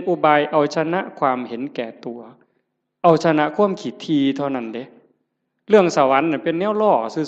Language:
Northeastern Thai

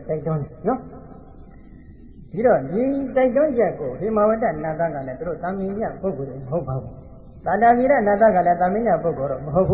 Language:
Burmese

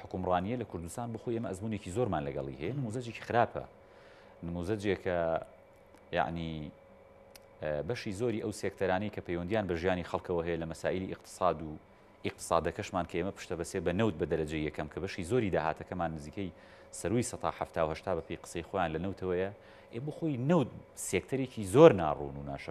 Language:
Central Kurdish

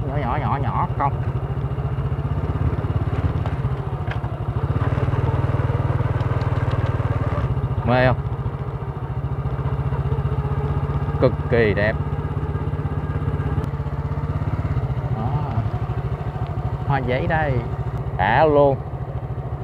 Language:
Vietnamese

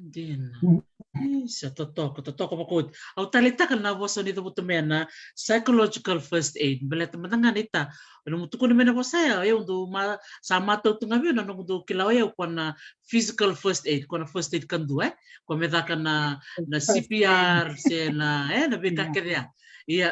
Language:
Fijian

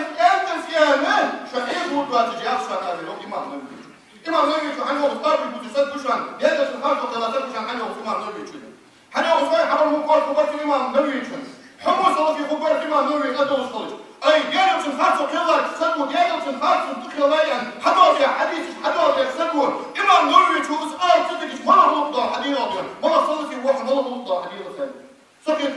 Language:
Ingush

